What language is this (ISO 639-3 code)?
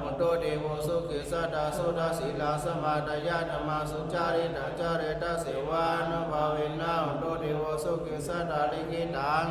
pli